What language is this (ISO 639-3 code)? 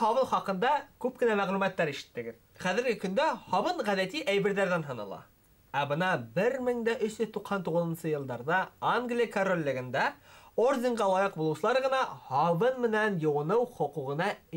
bak